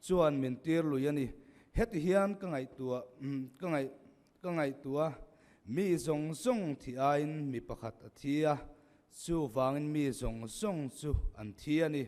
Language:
Mizo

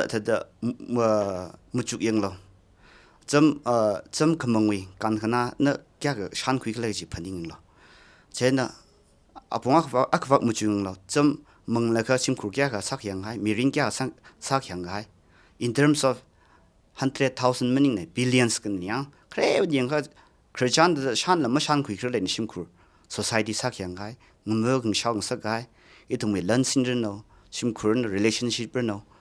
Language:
Tangkhul Naga (India)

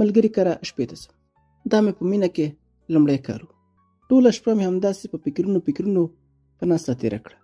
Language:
Pashto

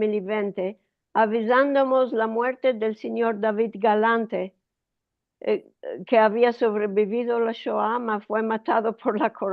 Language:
Ladino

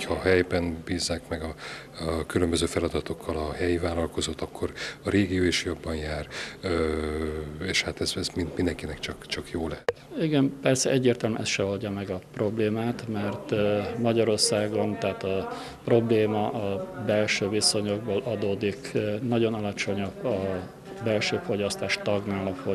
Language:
Hungarian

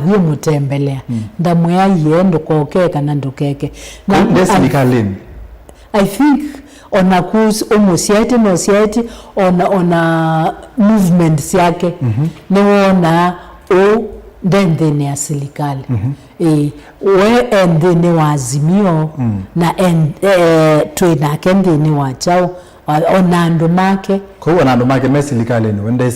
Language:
Kamba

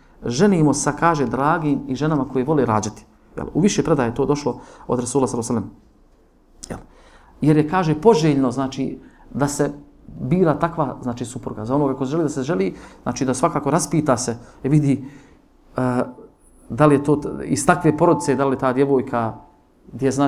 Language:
Bosnian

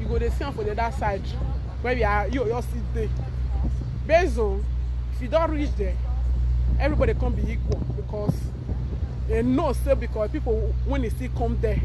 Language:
Nigerian Pidgin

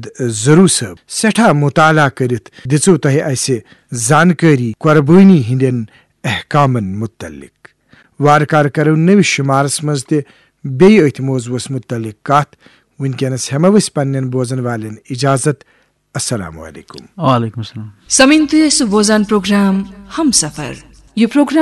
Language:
Kashmiri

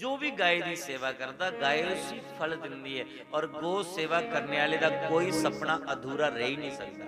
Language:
Dogri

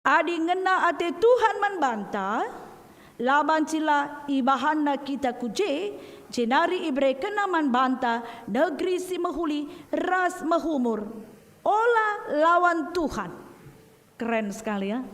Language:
Batak Karo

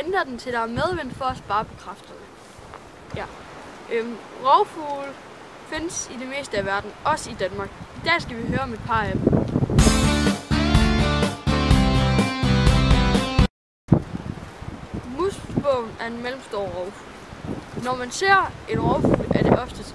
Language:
Danish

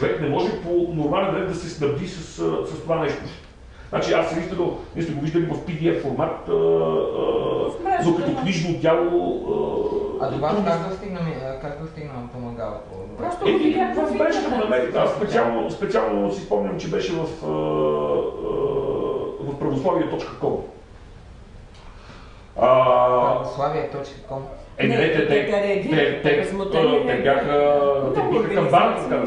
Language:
Bulgarian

